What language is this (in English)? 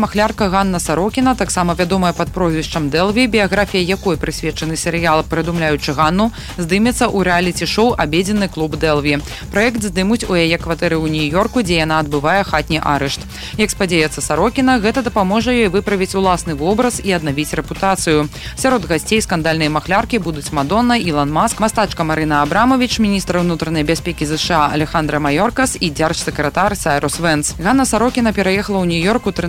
Belarusian